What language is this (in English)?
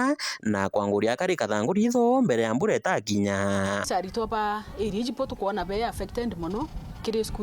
Meru